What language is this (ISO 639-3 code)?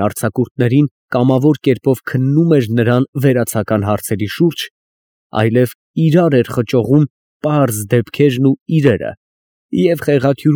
hye